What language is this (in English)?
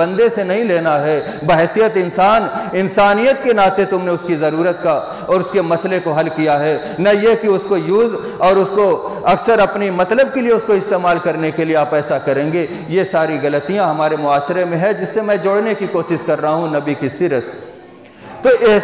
Urdu